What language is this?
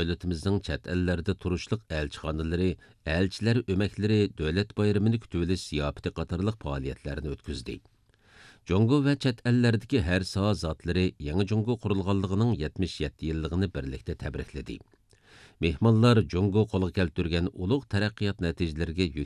Uyghur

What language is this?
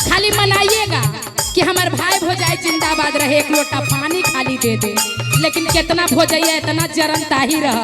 Magahi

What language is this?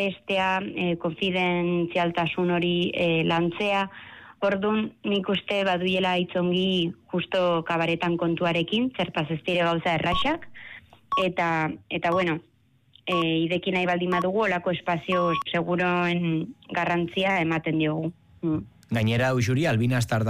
Basque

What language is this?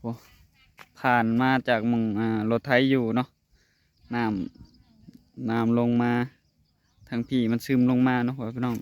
Northeastern Thai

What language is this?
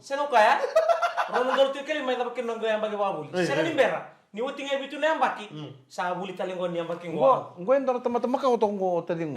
Fijian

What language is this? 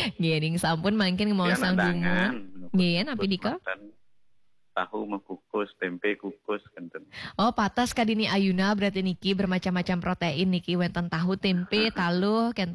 Balinese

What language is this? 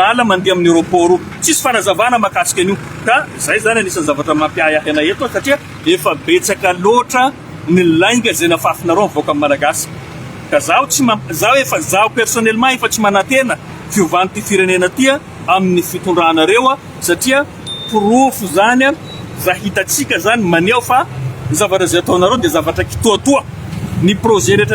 Malagasy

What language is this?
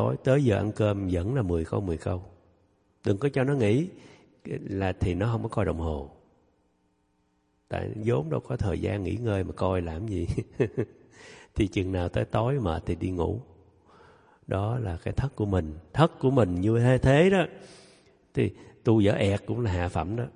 Vietnamese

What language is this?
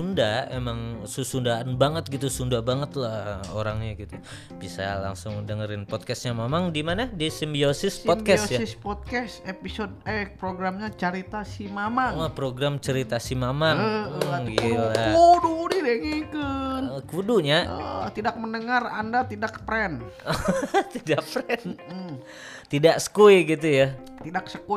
Indonesian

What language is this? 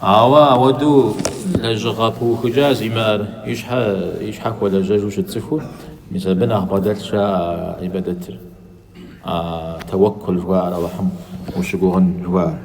Kabardian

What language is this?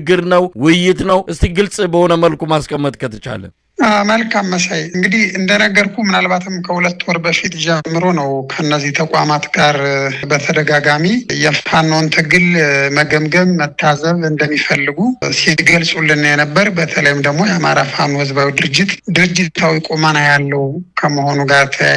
Amharic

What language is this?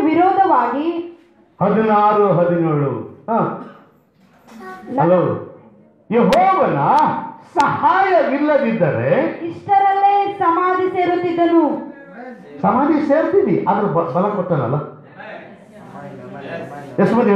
Kannada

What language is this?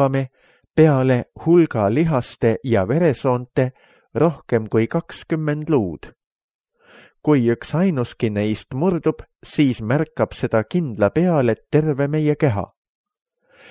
Estonian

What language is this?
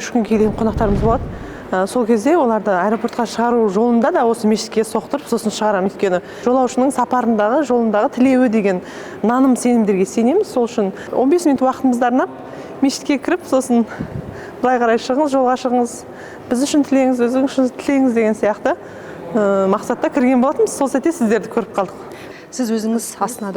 Kazakh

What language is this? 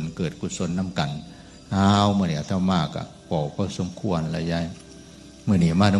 Northeastern Thai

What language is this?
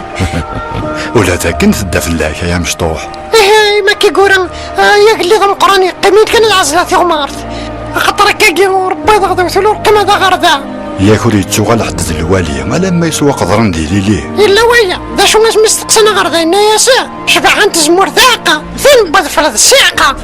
Kabyle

